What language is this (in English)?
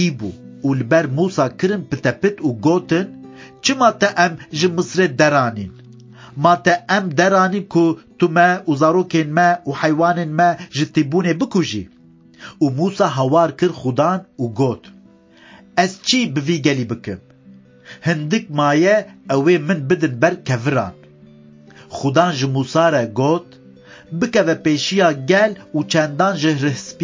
Kurdish